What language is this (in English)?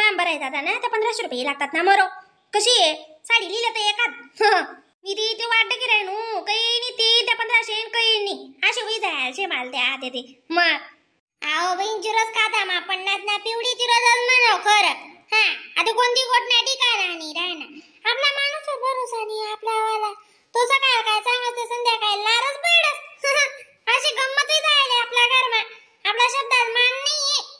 Khandesi